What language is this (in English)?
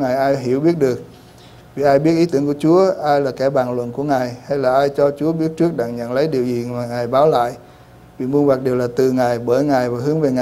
Vietnamese